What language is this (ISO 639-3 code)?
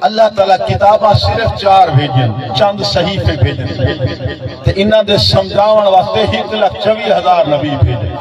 skr